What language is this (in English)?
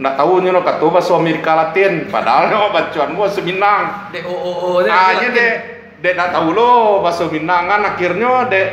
Minangkabau